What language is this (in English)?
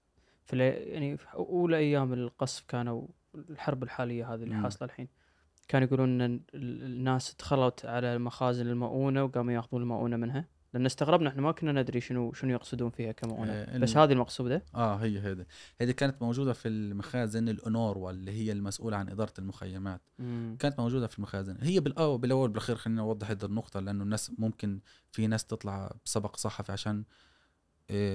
Gulf Arabic